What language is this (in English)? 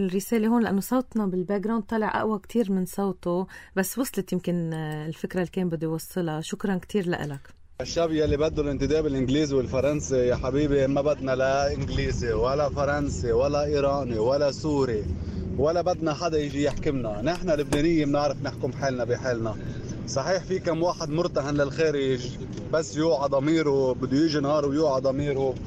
North Levantine Arabic